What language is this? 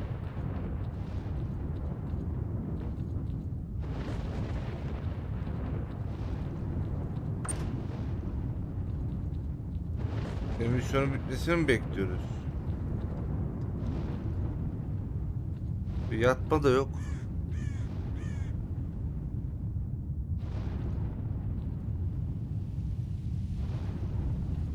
Turkish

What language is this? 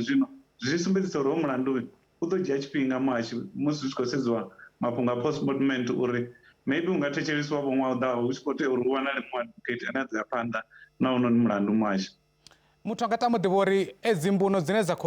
Venda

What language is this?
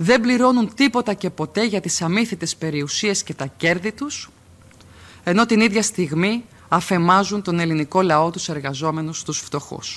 Greek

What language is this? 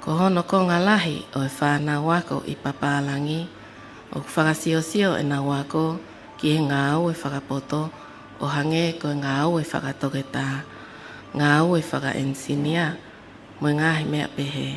Tongan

